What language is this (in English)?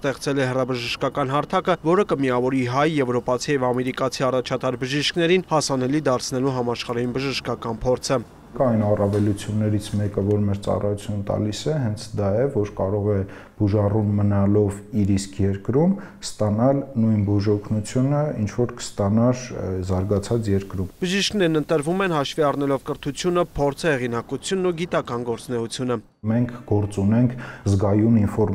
Armenian